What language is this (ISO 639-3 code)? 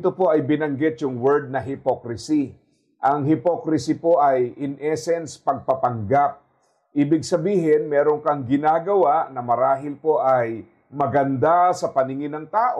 fil